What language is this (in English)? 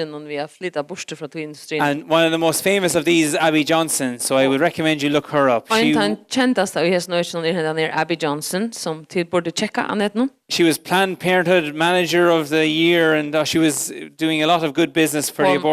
Faroese